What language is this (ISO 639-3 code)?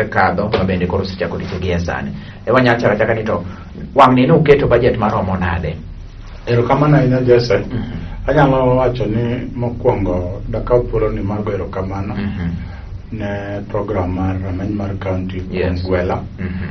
luo